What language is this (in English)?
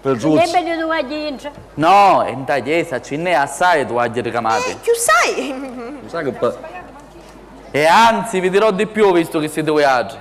Sicilian